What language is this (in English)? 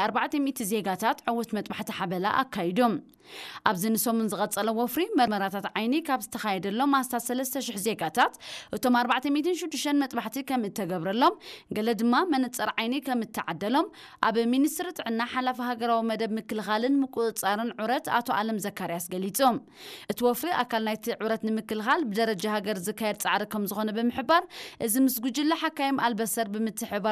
Tigrinya